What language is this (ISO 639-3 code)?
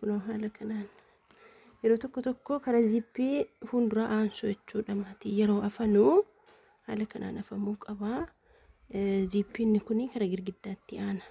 orm